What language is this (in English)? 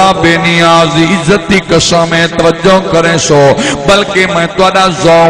Saraiki